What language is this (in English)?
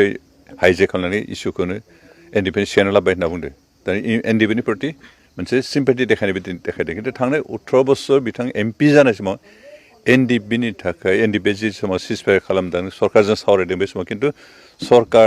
Bodo